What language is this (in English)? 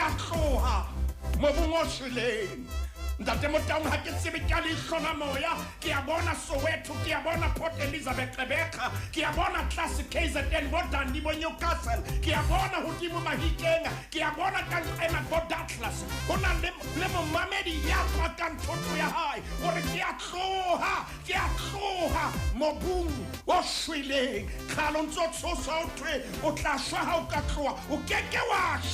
Southern Sotho